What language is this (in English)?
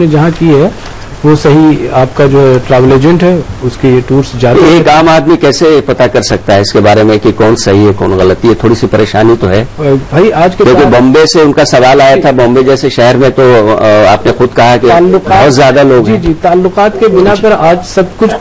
Urdu